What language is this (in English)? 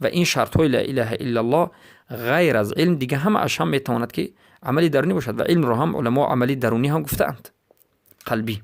Persian